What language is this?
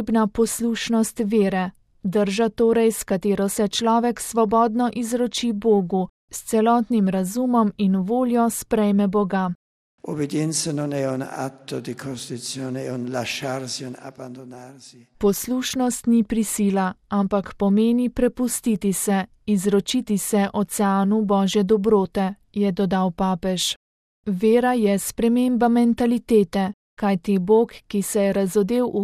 Slovenian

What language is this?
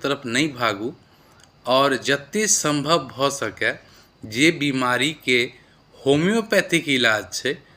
Maithili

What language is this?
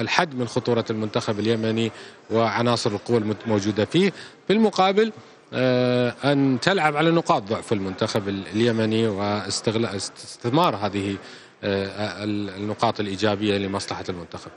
Mesopotamian Arabic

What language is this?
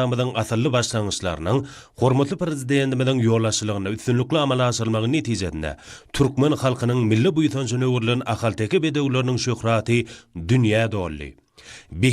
Turkmen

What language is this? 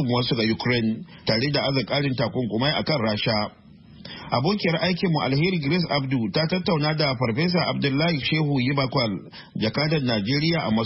Hausa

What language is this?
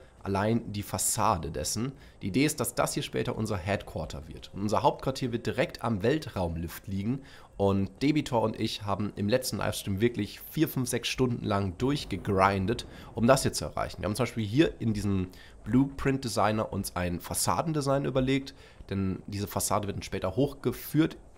German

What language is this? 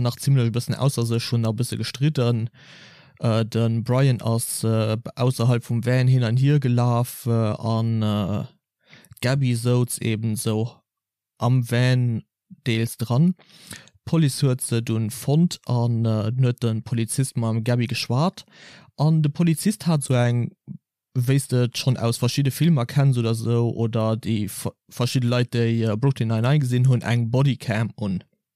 Luxembourgish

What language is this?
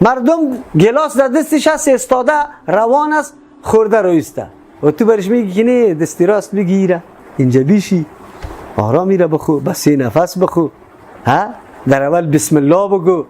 Persian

